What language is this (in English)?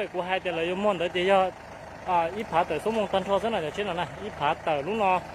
Hmong